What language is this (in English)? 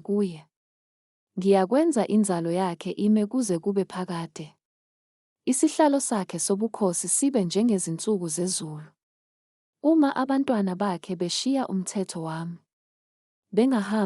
Zulu